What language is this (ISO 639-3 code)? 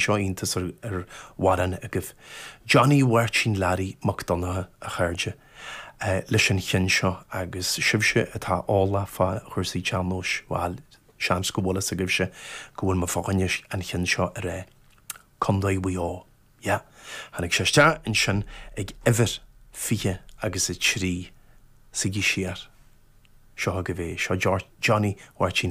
gle